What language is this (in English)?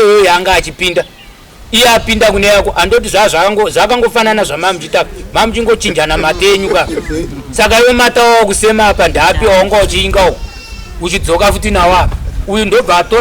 Shona